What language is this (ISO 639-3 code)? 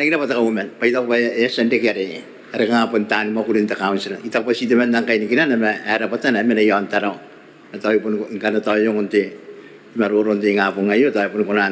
gil